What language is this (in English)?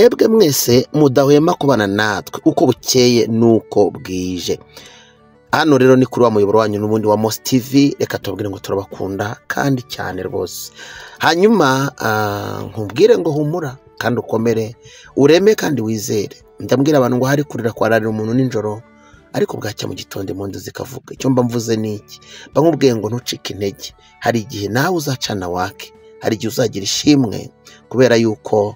Kinyarwanda